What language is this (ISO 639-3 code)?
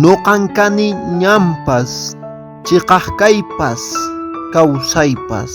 que